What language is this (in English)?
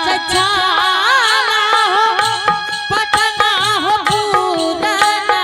Angika